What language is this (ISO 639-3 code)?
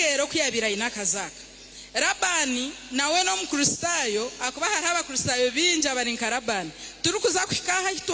nyn